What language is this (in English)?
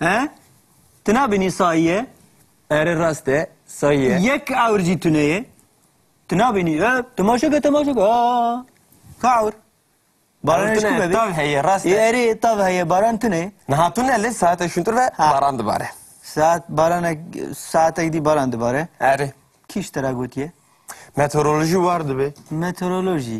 Kurdish